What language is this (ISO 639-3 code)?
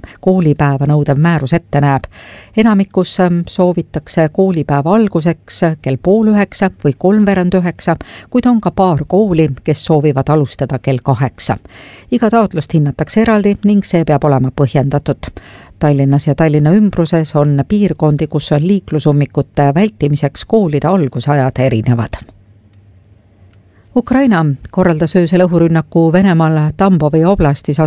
est